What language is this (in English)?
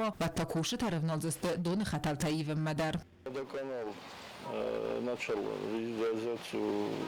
Ossetic